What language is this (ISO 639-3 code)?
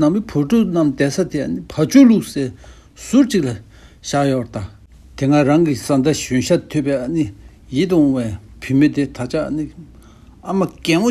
bod